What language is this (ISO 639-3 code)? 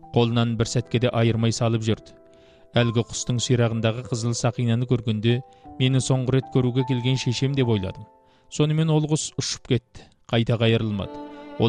kaz